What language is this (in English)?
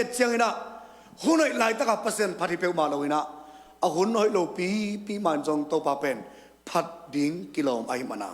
Tedim Chin